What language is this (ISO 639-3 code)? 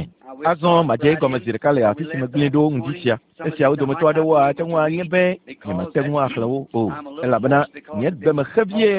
ewe